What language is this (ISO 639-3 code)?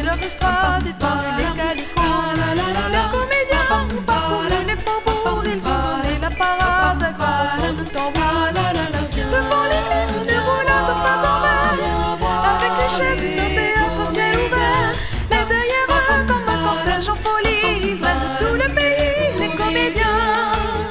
fra